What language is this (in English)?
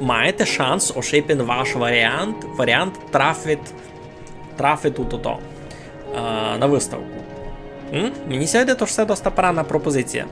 Rusyn